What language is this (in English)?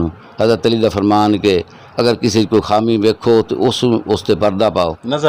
Saraiki